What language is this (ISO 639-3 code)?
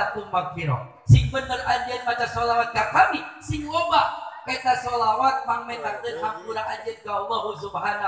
sun